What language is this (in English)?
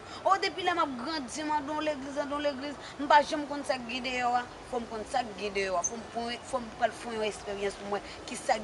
Haitian Creole